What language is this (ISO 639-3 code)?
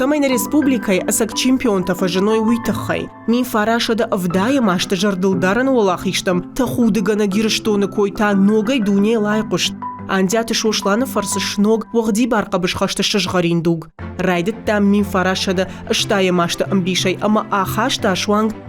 oss